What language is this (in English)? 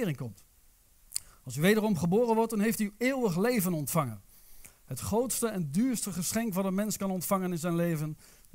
Dutch